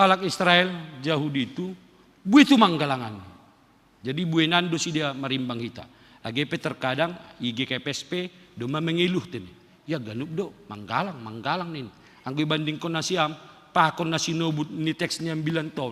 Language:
Batak Simalungun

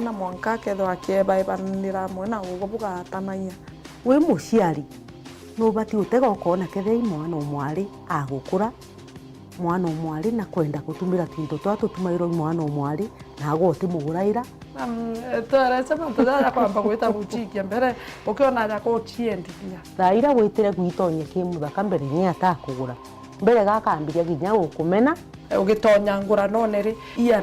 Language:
Meru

